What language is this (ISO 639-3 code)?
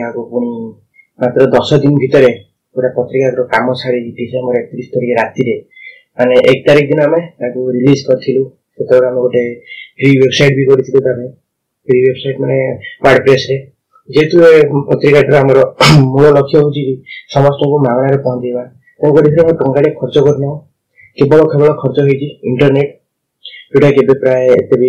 ori